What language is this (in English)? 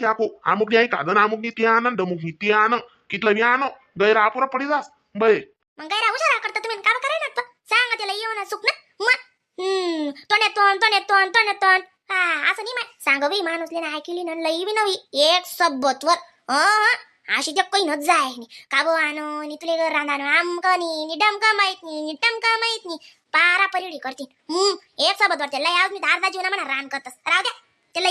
Khandesi